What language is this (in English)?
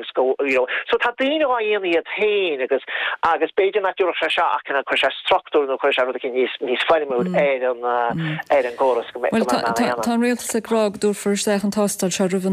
Irish